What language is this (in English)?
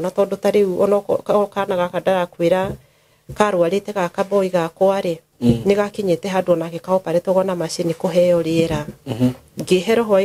Kikuyu